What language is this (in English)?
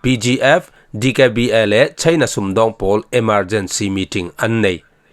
Falam Chin